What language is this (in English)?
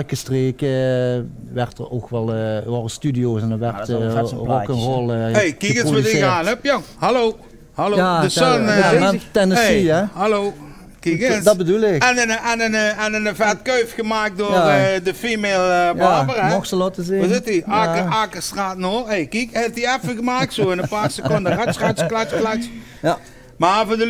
Limburgish